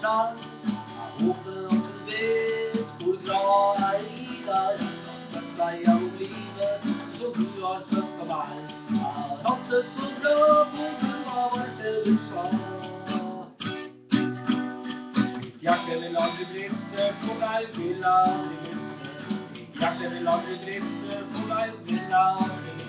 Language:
Norwegian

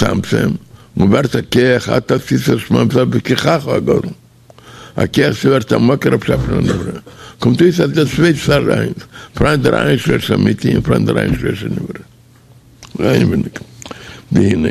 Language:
Yiddish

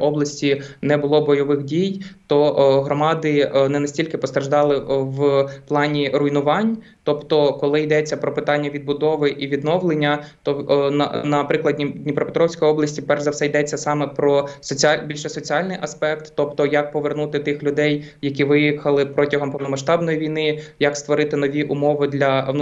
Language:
Ukrainian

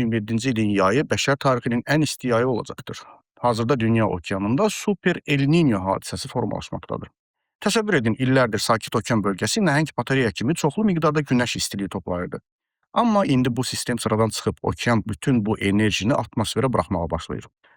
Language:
Azerbaijani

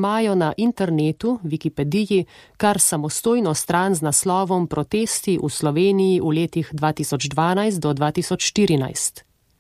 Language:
Slovenian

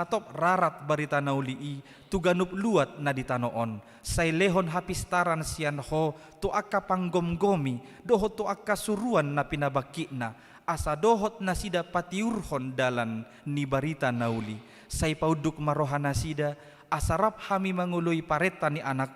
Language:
Batak Toba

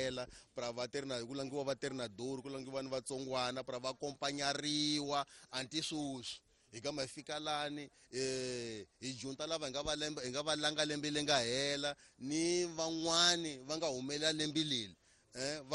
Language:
Tsonga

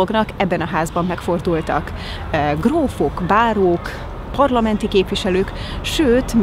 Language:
Hungarian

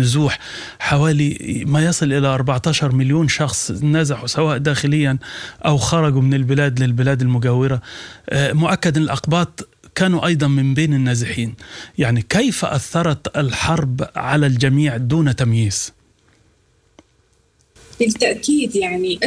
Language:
Sudanese Arabic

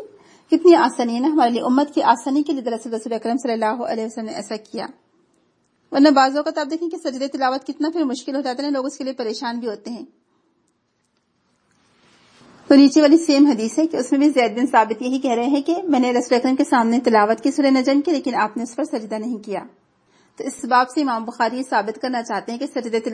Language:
Urdu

